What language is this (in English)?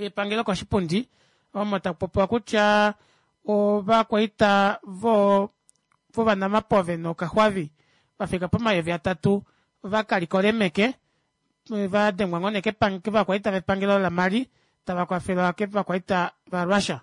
Kuanyama